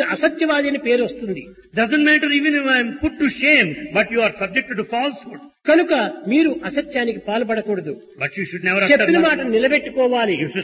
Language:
Telugu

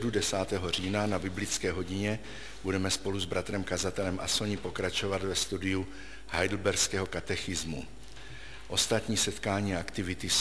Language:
Czech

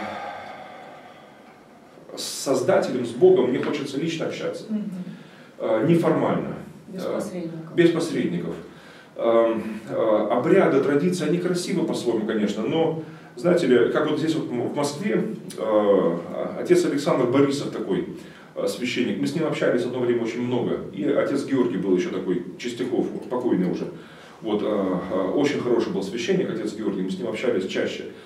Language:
Russian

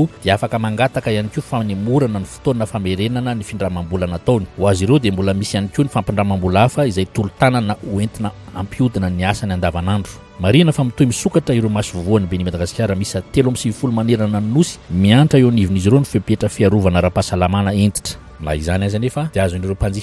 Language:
Malagasy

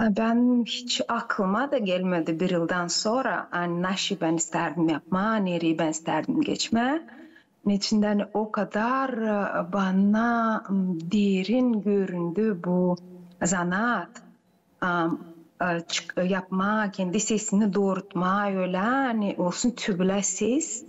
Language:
Gagauz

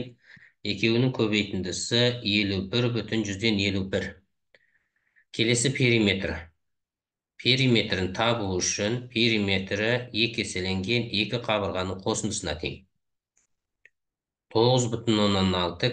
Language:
Kazakh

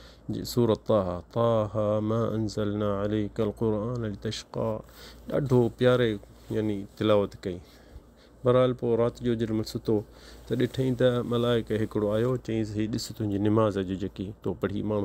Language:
Sindhi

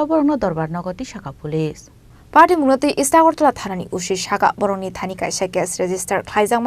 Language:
Kok Borok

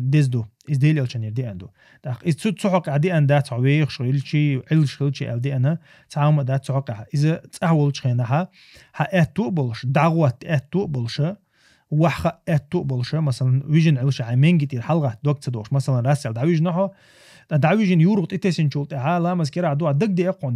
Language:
Chechen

